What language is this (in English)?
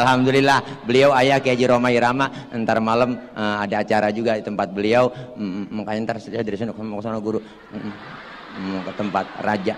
Betawi